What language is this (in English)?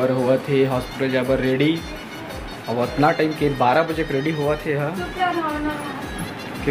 Chhattisgarhi